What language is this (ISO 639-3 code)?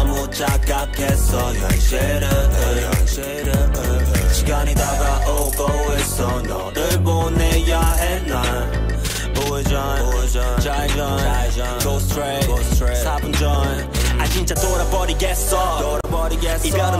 kor